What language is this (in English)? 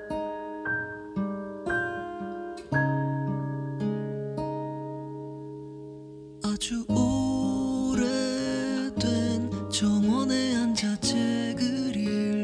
Korean